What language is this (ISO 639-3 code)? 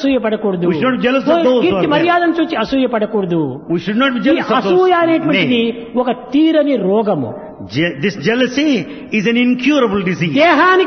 tel